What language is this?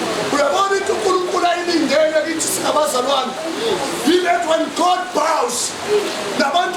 Zulu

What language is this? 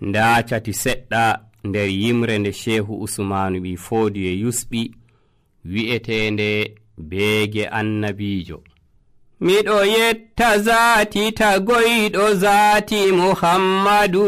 Nigerian Fulfulde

